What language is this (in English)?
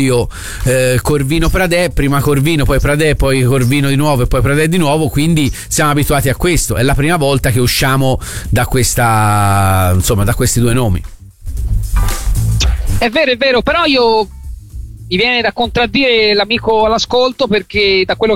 Italian